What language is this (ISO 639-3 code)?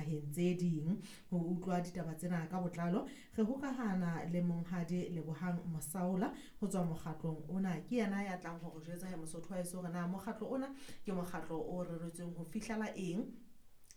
sot